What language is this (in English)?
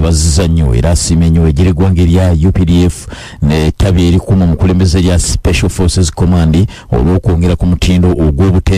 Ganda